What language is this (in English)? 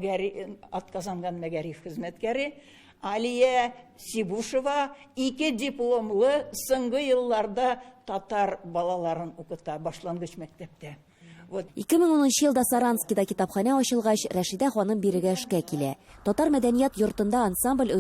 Tatar